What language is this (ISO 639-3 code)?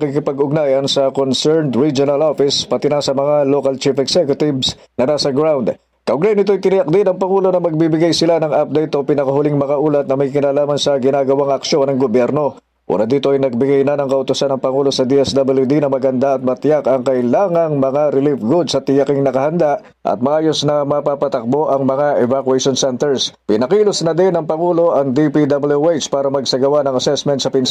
fil